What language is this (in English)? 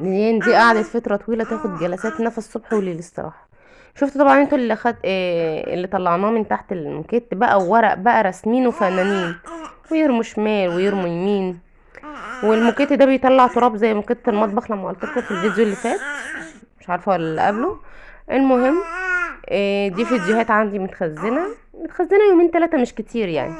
Egyptian Arabic